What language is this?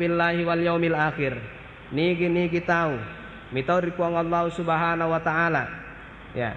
Buginese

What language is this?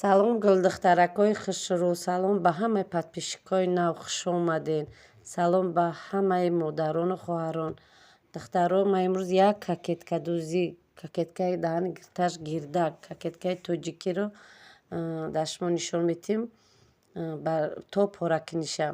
Tajik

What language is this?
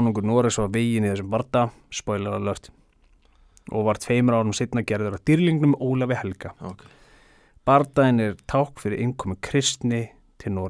Icelandic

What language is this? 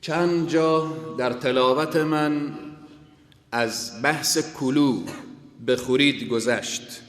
Persian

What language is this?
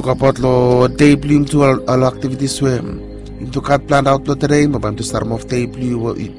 Bislama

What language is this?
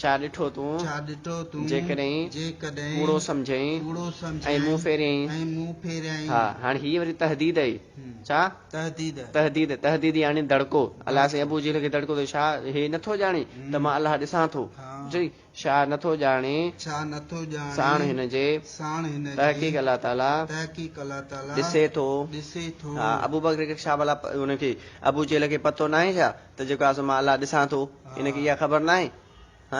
Sindhi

